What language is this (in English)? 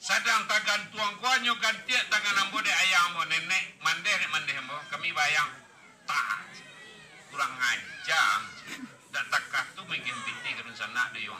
Minangkabau